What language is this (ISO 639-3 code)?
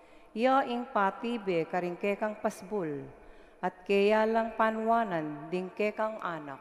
pam